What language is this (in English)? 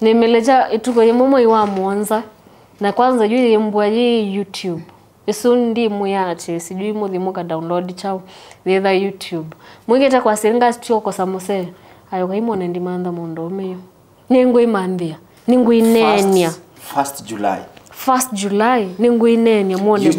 Kamba